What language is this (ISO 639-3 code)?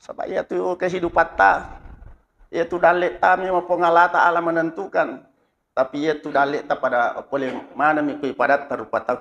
bug